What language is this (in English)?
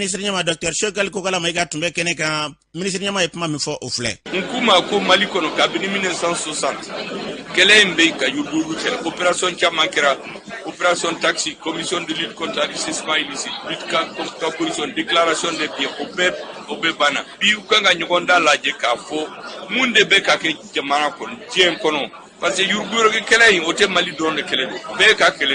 Bambara